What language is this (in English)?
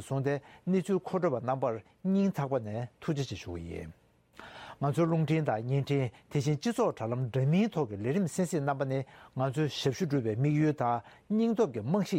Tibetan